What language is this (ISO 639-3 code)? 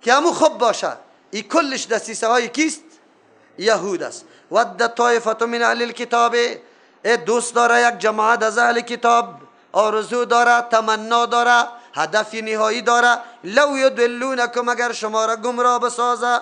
fas